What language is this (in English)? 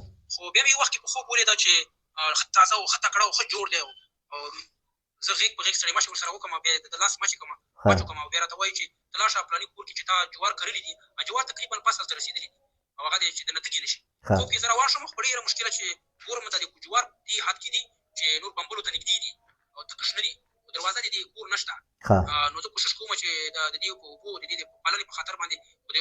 Pashto